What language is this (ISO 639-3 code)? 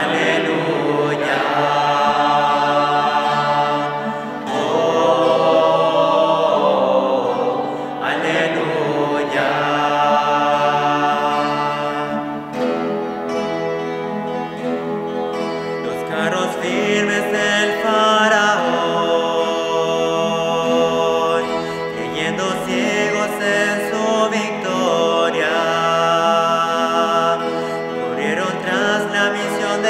spa